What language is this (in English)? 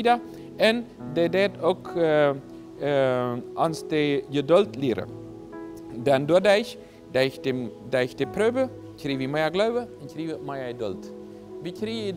Plautdietsch